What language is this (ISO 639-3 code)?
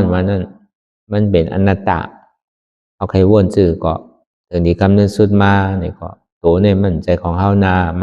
shn